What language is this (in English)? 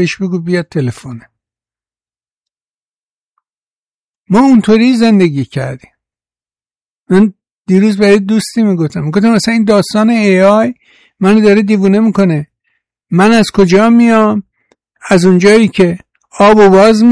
Persian